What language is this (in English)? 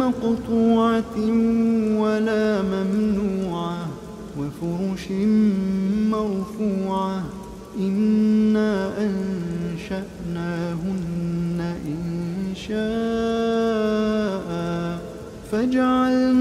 Arabic